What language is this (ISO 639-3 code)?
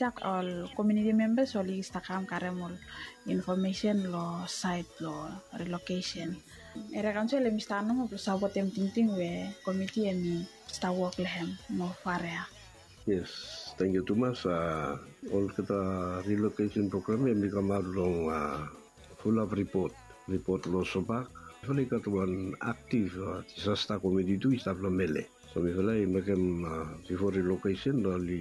bis